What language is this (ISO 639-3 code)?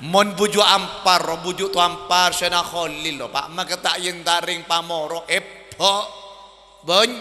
mad